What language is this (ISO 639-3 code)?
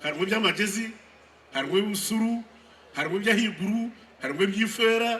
nyn